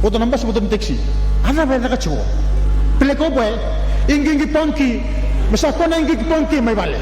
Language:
Fijian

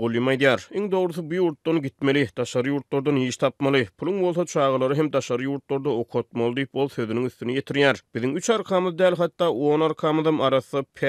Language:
Turkmen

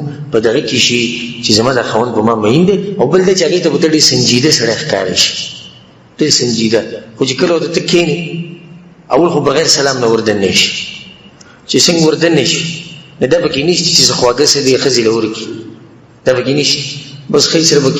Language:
Pashto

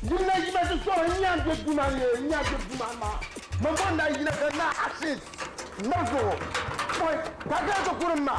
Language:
Dagbani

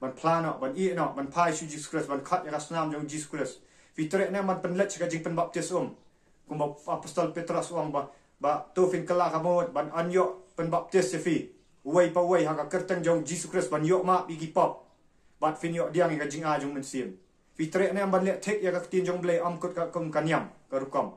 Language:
Khasi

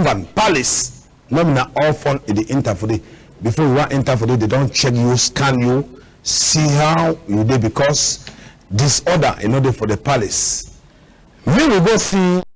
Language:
Cameroon Pidgin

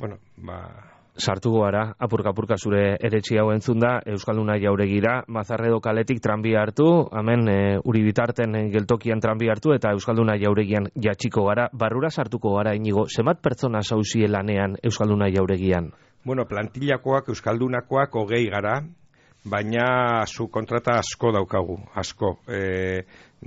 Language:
Basque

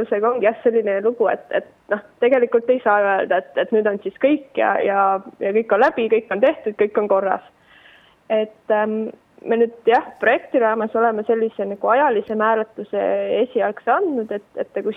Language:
Estonian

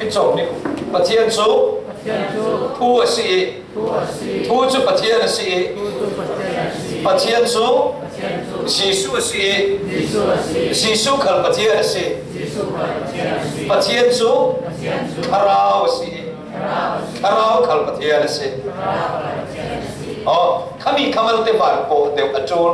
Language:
Falam Chin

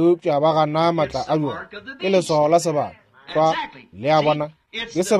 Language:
Northern Sotho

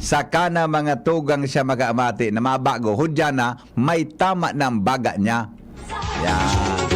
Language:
Bikol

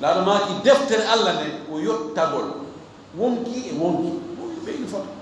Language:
Fula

